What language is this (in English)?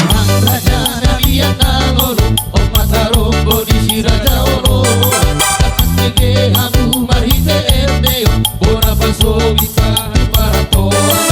Batak Toba